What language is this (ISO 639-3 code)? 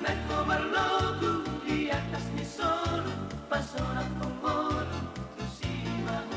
bbc